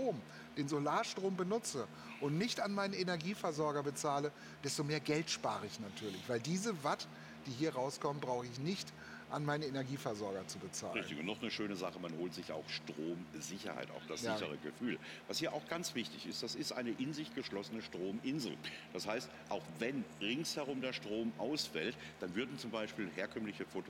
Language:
German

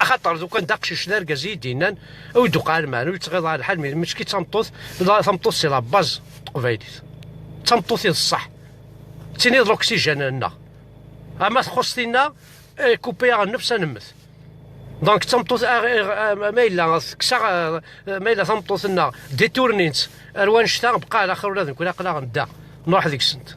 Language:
Kabyle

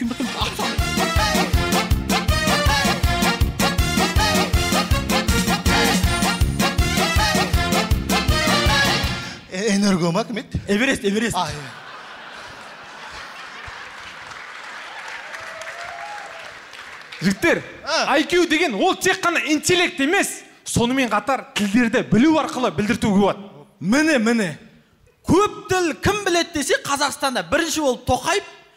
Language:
Kazakh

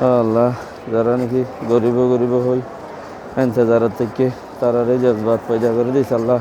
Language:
Rohingya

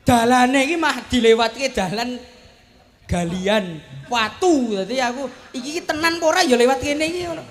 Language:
Javanese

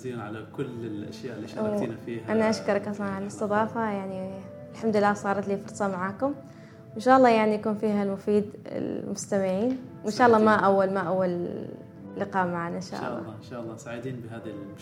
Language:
Gulf Arabic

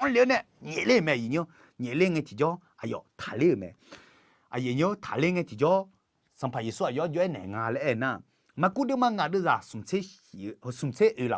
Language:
Akha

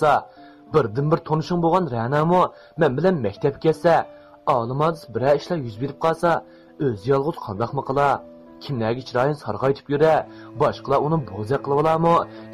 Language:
Uyghur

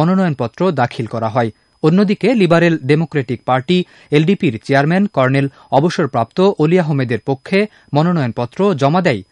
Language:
Bangla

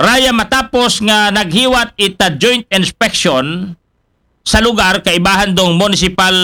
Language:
Aklanon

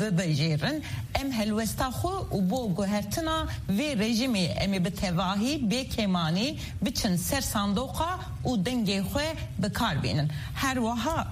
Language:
Kurdish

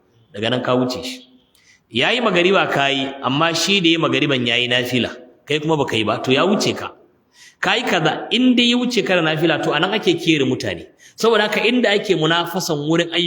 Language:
Hausa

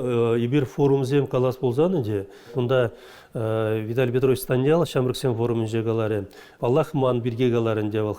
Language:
Chuvash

